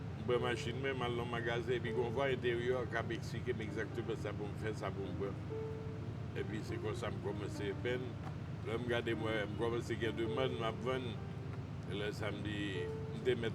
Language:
Haitian Creole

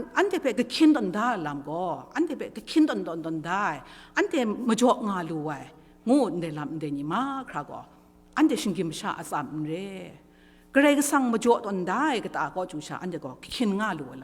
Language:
Kachin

